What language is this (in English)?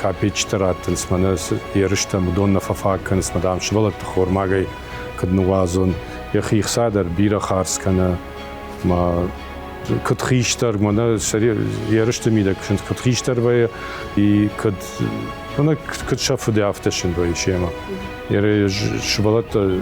Ossetic